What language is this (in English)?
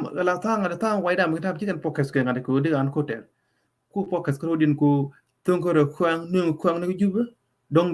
Nuer